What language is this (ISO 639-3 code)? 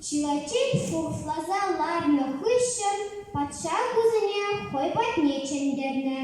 chv